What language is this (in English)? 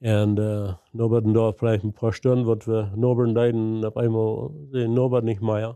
Plautdietsch